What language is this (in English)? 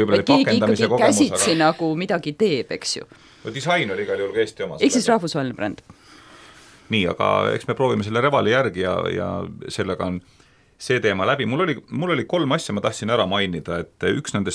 Estonian